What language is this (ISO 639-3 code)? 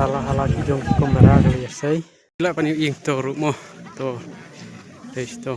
kha